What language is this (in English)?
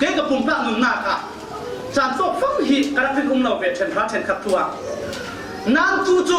Falam Chin